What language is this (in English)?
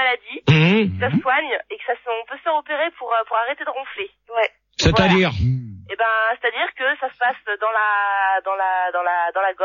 French